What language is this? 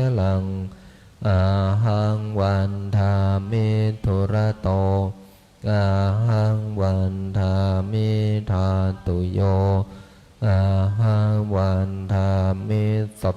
Pali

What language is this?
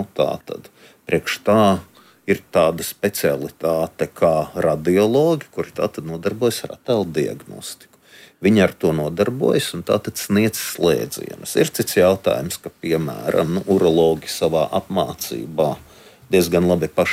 Latvian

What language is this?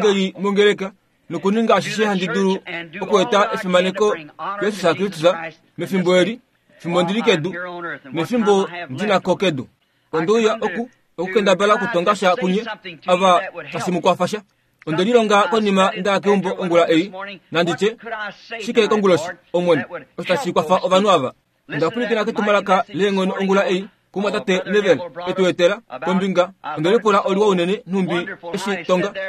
Kuanyama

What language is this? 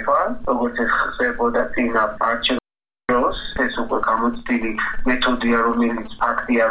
Georgian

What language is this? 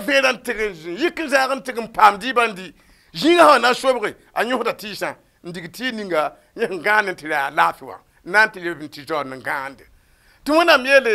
Mossi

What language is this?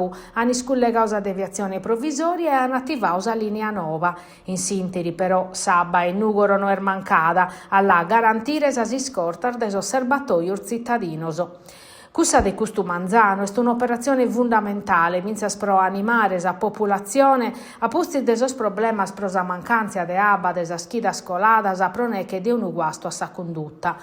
Sardinian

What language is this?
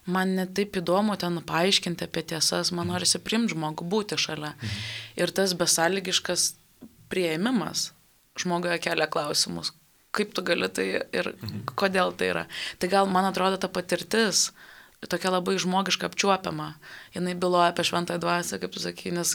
Lithuanian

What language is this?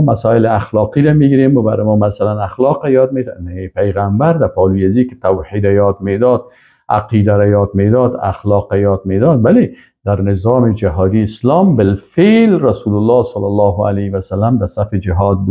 Persian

